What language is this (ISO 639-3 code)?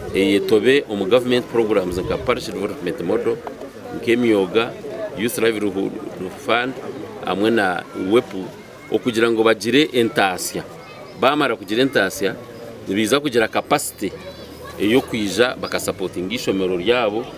nyn